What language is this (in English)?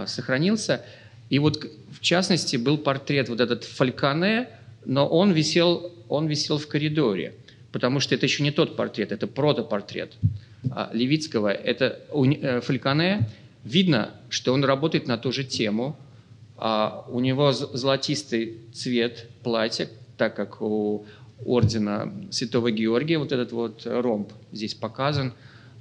Russian